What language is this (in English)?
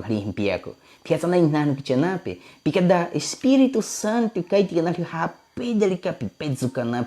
Baniwa